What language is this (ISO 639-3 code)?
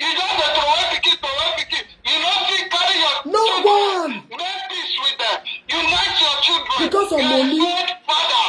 pcm